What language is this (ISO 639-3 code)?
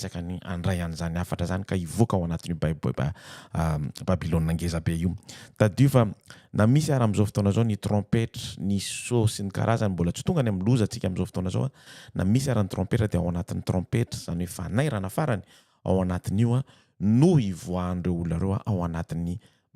mlg